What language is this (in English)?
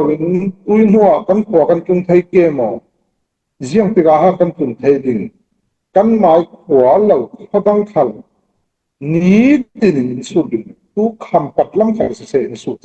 Falam Chin